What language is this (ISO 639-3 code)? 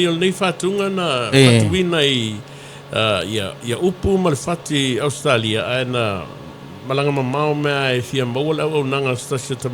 smo